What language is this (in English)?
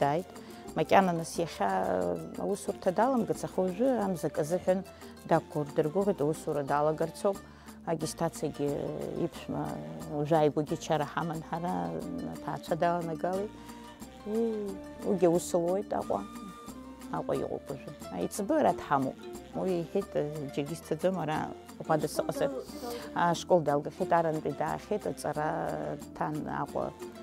Abkhazian